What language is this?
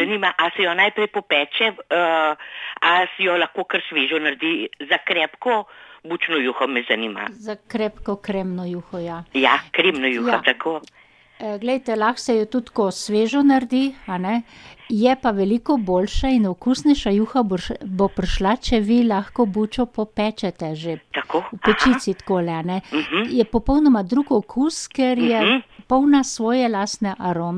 Slovenian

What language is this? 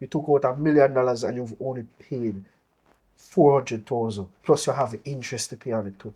Jamaican Creole English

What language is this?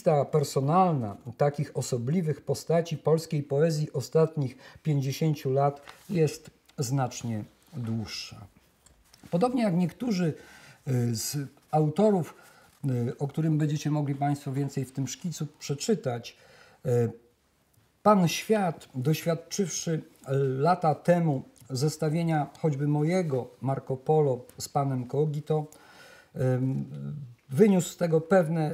Polish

